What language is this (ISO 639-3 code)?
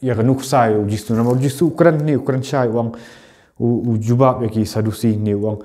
kha